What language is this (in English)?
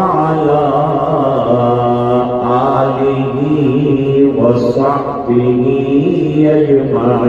Urdu